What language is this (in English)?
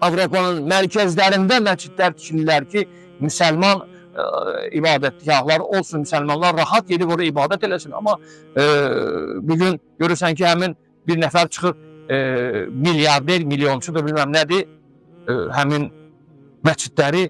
Azerbaijani